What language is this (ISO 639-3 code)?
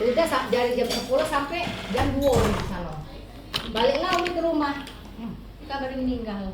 mui